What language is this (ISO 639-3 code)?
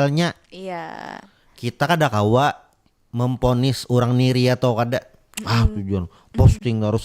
bjn